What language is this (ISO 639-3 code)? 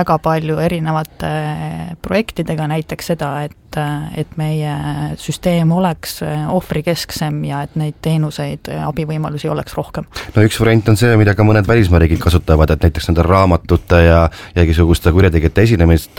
est